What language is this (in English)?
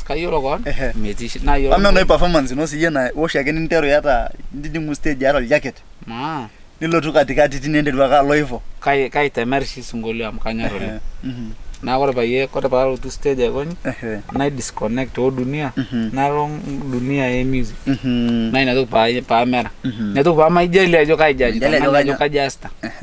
Masai